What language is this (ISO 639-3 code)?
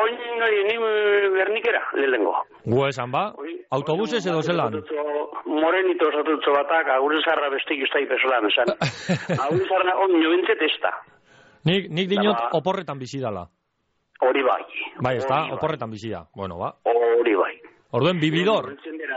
eus